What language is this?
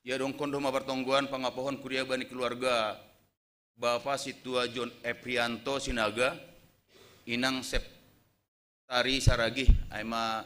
Batak Simalungun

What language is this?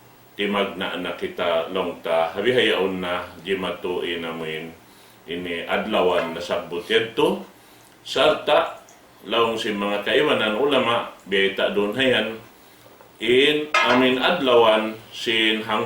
Tausug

